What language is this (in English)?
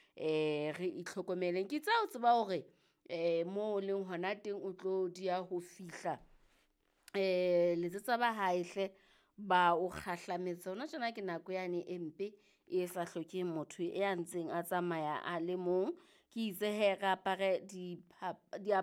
Southern Sotho